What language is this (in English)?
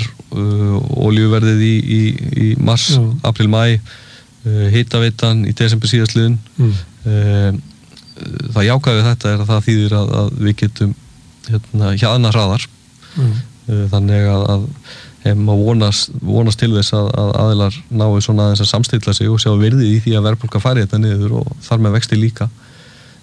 Icelandic